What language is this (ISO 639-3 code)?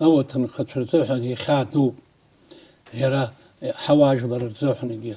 abk